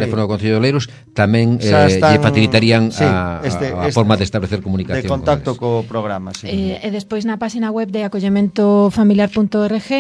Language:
Galician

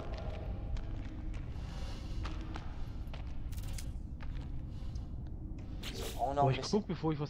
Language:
German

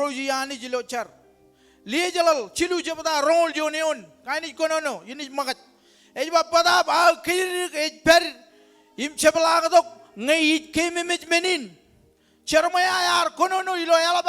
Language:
Marshallese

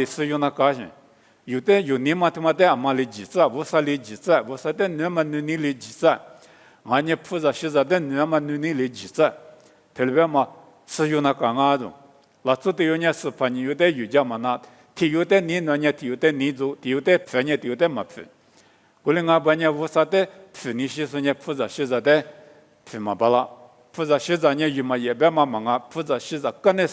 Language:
Lisu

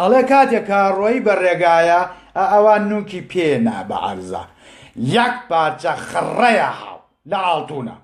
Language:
Central Kurdish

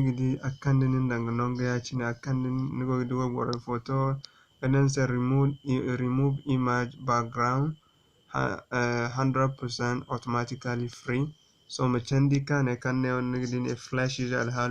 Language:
Zarma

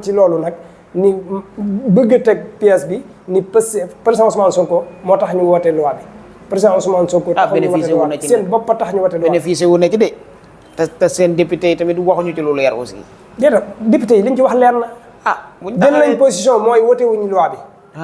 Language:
Wolof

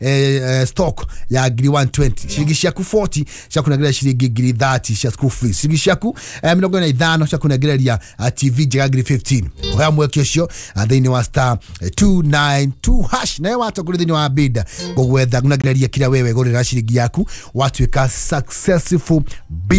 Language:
Kikuyu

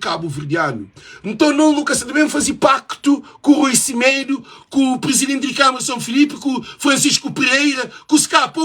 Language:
Kabuverdianu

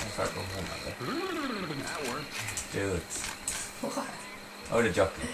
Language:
Faroese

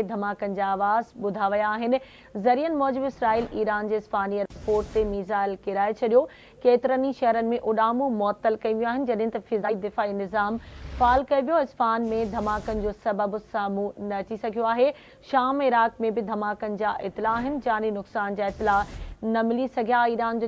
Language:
Sindhi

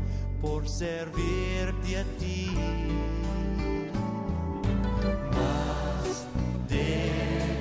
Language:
Italian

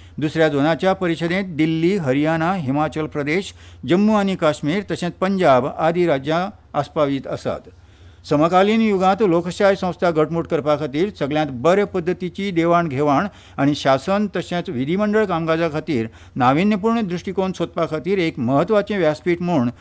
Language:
Konkani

